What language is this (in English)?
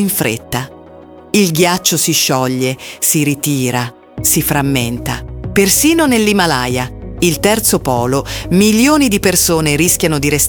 Italian